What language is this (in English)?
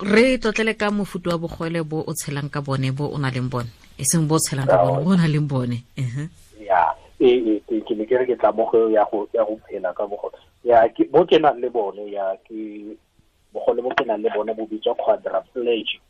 Tswana